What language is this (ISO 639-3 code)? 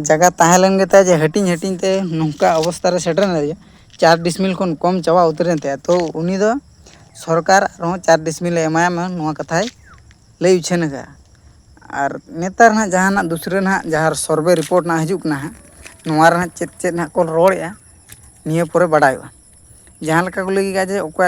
sat